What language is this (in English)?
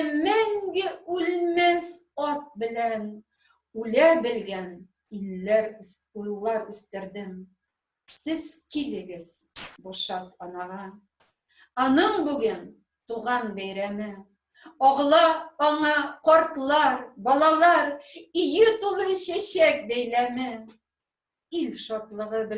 Tatar